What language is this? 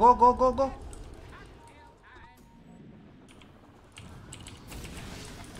Turkish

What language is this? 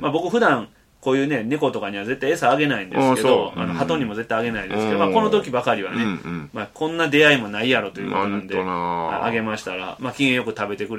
Japanese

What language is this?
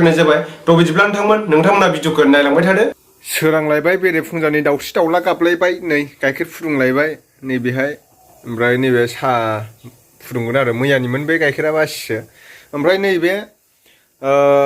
Bodo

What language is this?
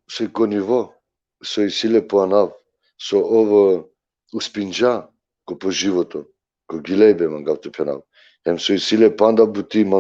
Balkan Romani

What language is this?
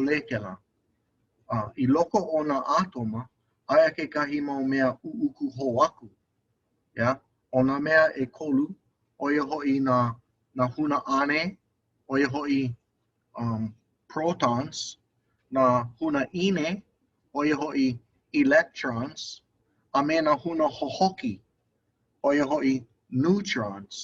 Hawaiian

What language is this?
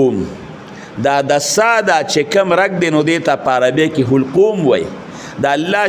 Pashto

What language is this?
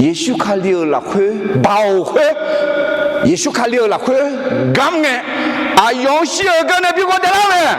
Akha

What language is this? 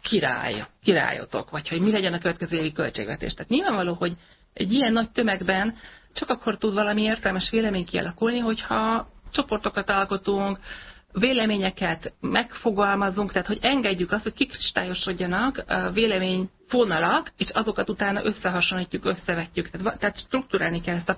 Hungarian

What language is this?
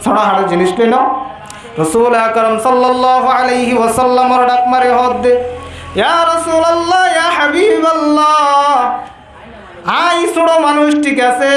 Rohingya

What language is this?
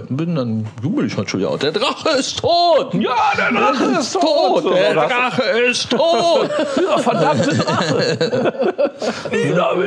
German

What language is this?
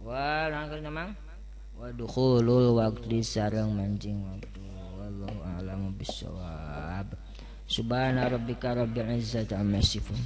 Sundanese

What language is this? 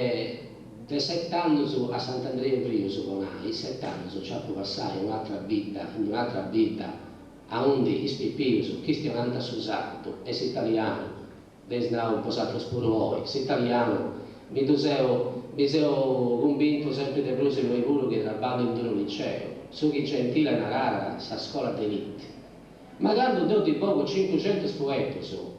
Sardinian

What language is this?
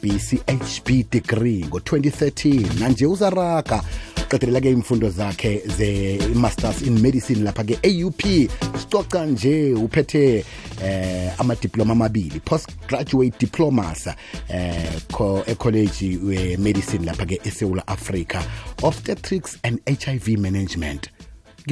South Ndebele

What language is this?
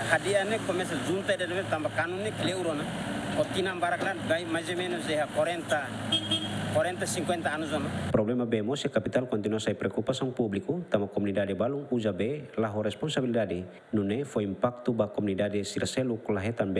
Tetum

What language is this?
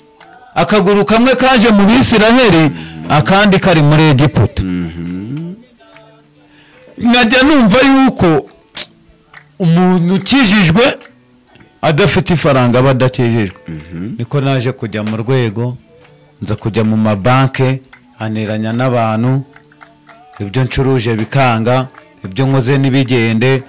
Kinyarwanda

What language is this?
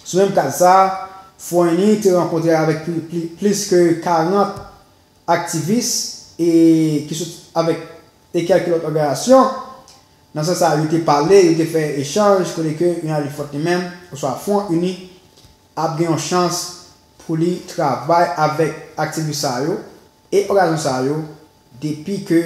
Haitian Creole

